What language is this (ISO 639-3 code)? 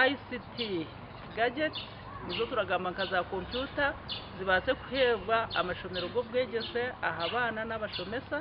nyn